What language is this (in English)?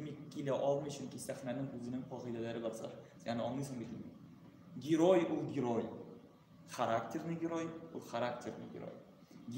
Tatar